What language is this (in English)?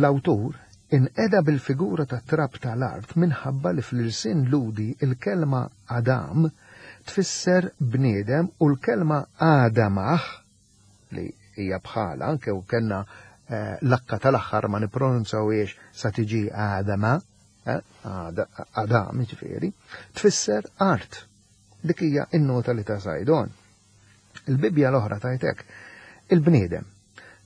Maltese